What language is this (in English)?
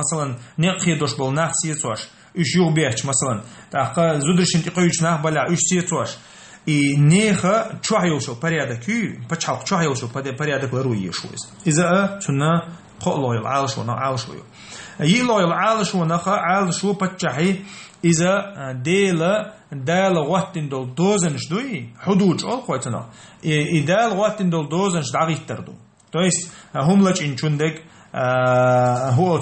Chechen